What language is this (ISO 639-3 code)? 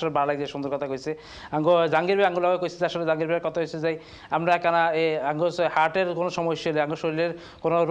ben